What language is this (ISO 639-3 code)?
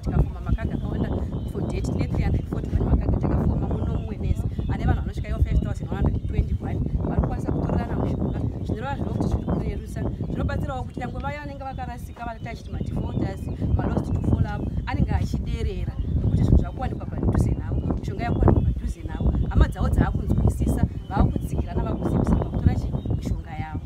sna